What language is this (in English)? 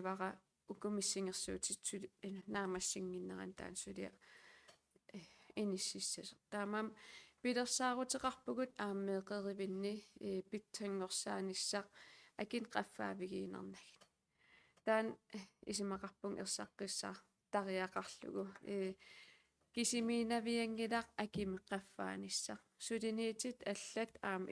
Kalaallisut